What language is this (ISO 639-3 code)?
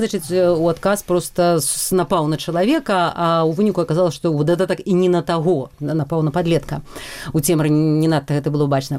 bel